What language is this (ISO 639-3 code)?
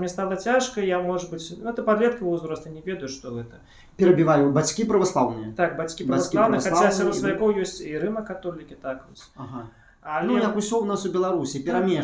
bel